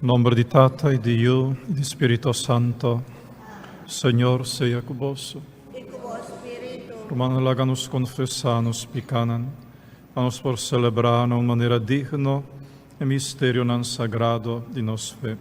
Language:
Papiamento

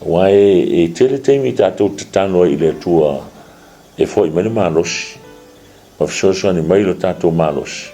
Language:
Samoan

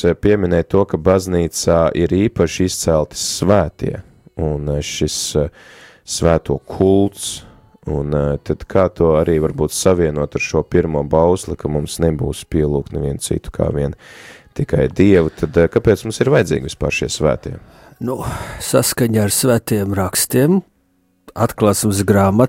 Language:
Latvian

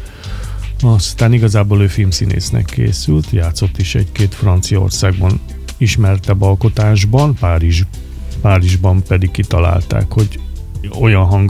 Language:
Hungarian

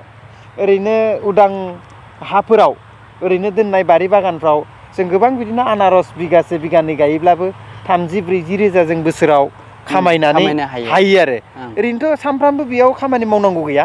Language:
Bodo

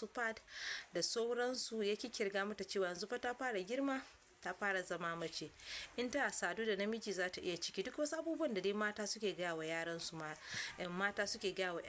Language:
Hausa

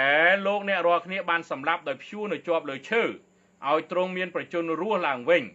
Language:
Khmer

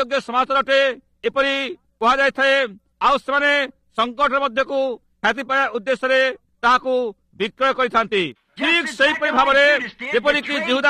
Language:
Odia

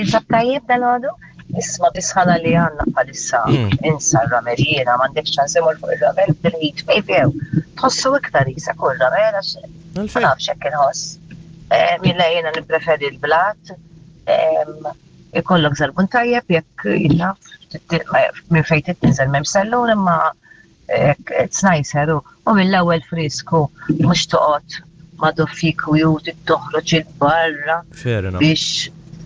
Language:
Maltese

